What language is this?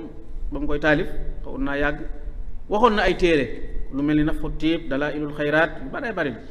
Wolof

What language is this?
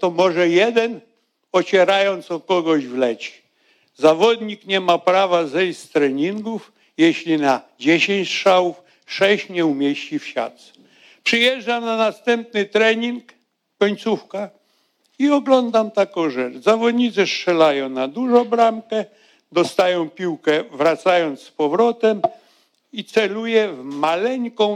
Polish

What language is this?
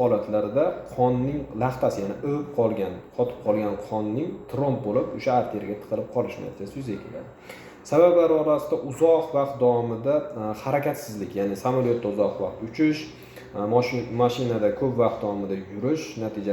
Uzbek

